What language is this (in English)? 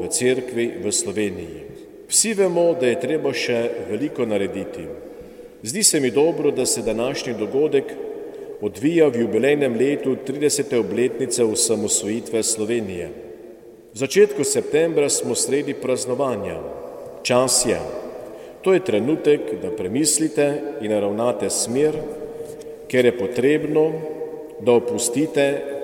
Slovenian